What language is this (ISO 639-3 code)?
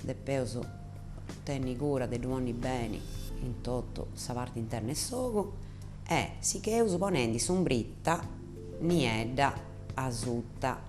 srd